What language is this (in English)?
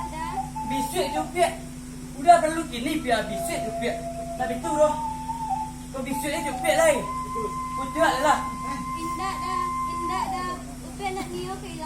Minangkabau